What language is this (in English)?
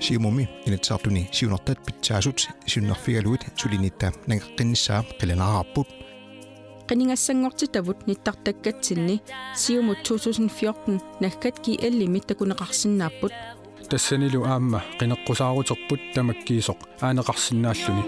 Kalaallisut